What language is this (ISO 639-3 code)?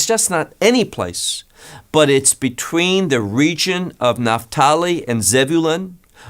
eng